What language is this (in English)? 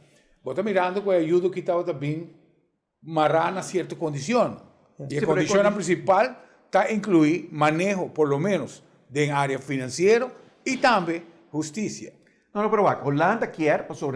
Papiamento